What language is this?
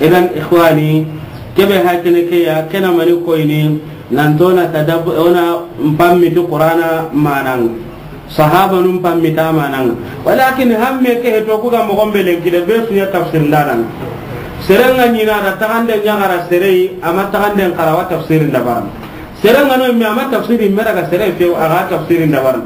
Soninke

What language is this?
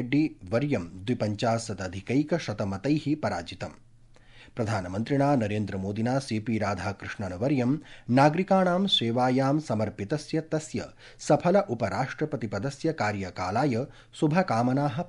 Sanskrit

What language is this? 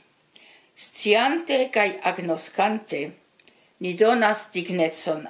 Esperanto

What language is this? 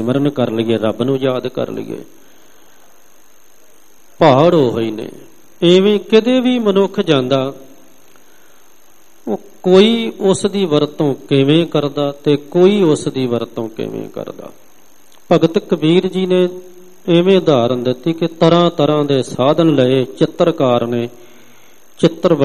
Punjabi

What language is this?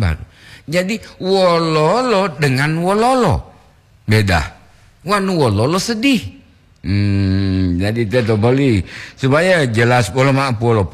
Gorontalo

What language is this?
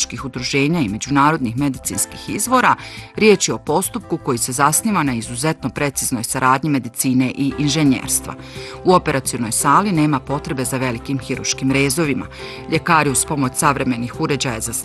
Bosnian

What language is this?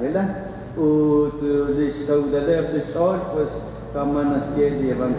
Kekchí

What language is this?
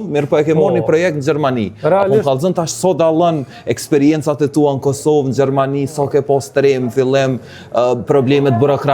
Albanian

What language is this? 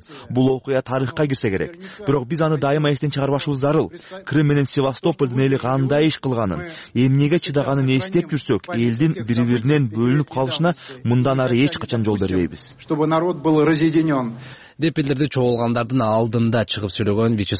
Kyrgyz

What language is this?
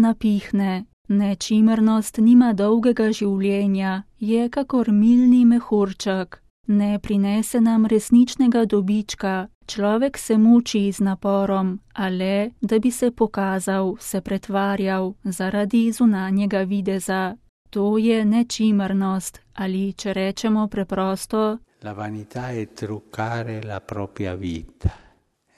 Slovenian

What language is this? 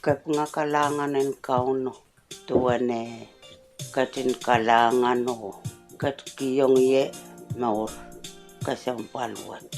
Pohnpeian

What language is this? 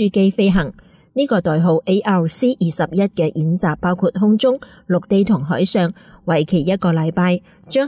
Cantonese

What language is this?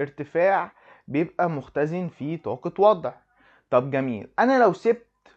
Egyptian Arabic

